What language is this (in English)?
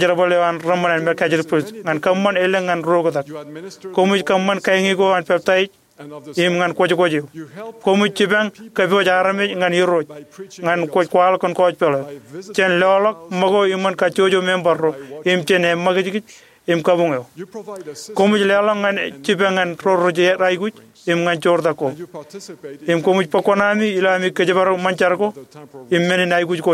Marshallese